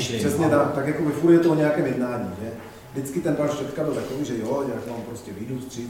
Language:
Czech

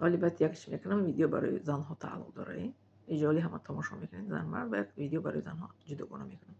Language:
Tajik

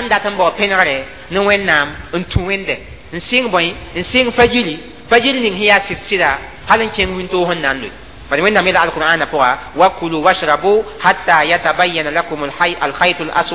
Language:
Mossi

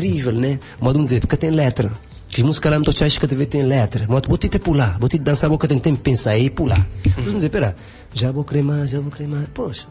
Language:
Kabuverdianu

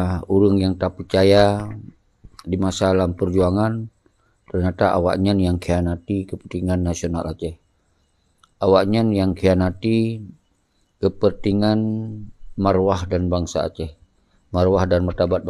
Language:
Achinese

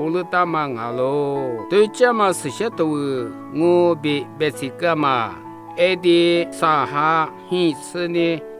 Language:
Lisu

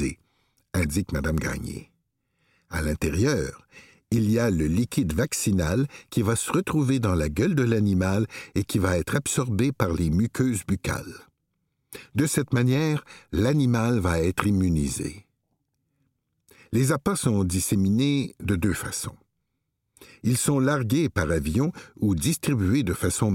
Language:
French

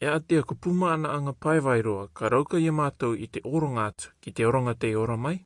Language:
Rarotongan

